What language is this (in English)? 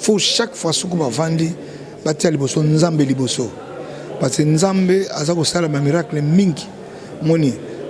Lingala